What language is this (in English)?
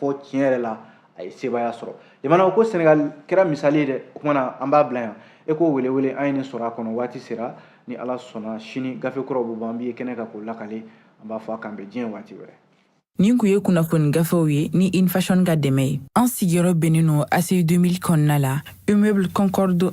Bambara